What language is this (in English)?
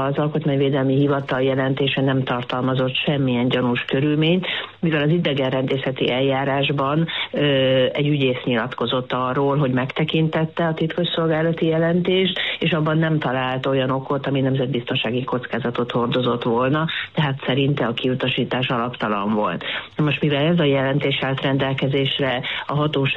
Hungarian